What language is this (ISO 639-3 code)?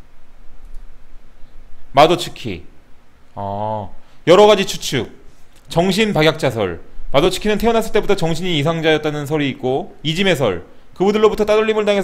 kor